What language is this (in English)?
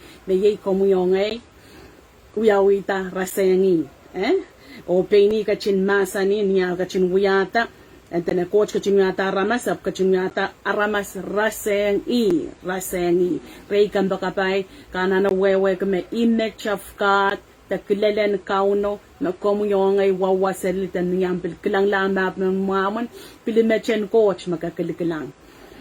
Pohnpeian